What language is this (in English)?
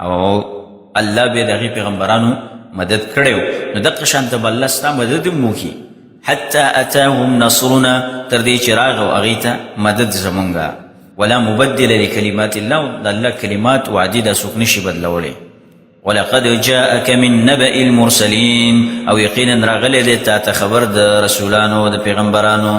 Pashto